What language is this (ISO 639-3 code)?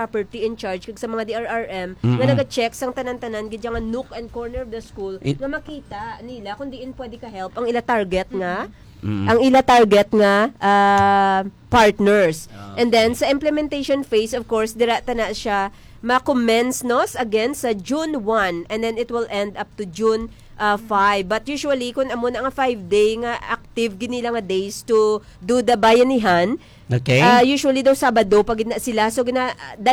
hil